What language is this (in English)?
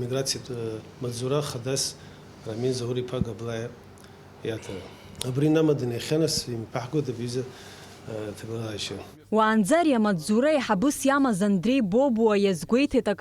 Abkhazian